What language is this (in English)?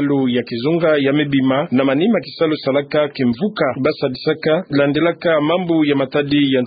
Kituba (Democratic Republic of Congo)